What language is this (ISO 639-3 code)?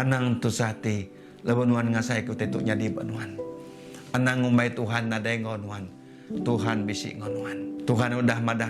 iba